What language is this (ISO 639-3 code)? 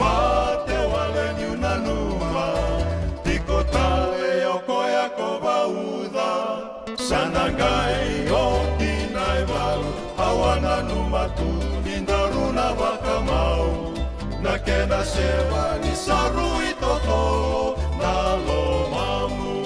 fij